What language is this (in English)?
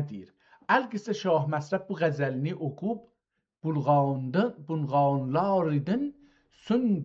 South Azerbaijani